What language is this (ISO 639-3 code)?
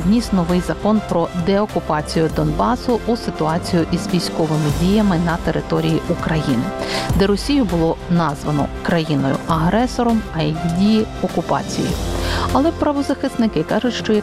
ukr